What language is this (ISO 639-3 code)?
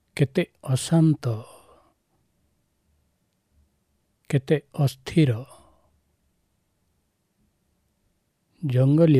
ori